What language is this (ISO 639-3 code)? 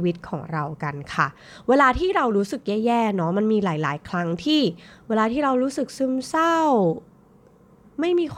tha